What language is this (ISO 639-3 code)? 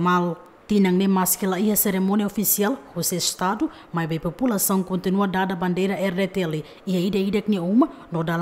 tet